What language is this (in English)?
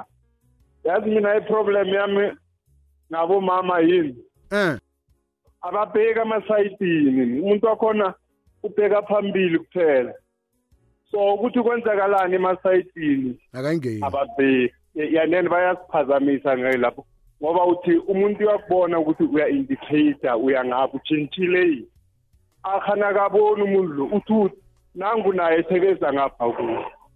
South Ndebele